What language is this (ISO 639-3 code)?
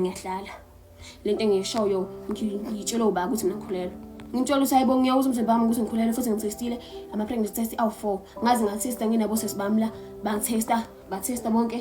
zul